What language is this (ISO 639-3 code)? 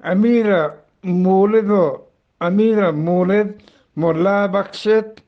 bgp